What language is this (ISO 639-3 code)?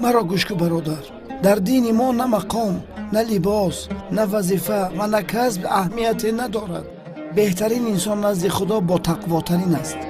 tgk